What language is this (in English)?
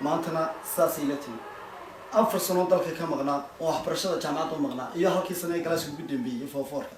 Somali